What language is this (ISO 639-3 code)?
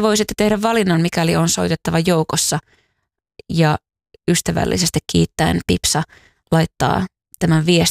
fin